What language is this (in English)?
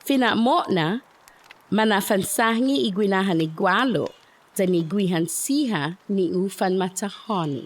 Chamorro